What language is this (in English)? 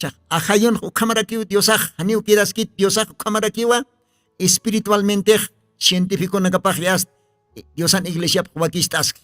Aymara